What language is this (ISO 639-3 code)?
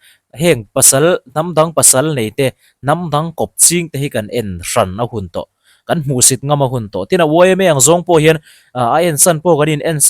lus